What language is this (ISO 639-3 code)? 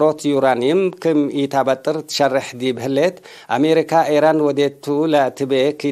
tig